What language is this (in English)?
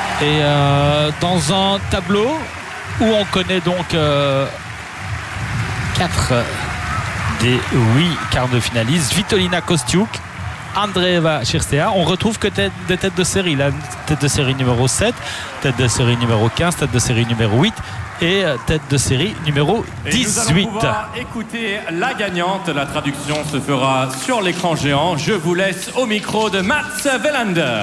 French